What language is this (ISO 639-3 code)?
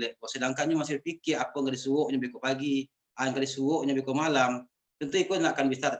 min